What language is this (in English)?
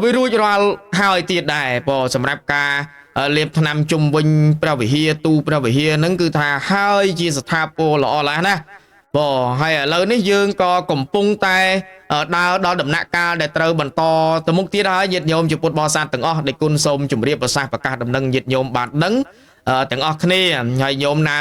Khmer